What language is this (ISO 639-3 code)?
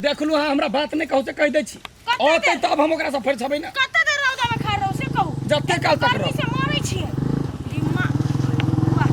mai